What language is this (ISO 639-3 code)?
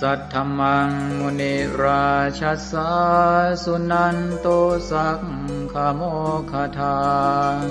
pli